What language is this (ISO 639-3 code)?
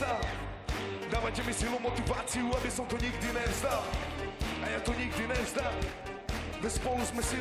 slk